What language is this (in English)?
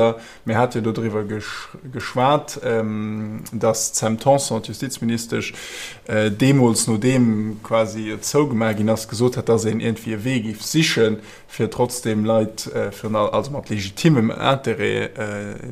Luxembourgish